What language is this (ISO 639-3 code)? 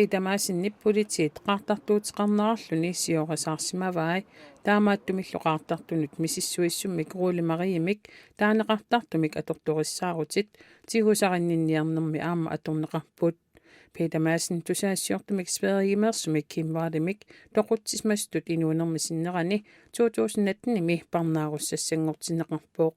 kal